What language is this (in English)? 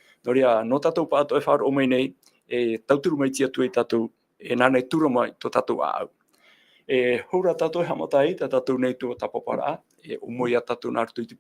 Tahitian